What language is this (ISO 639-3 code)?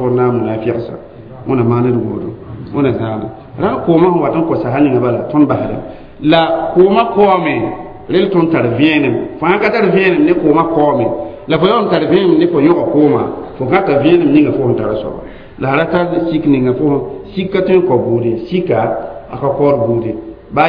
mos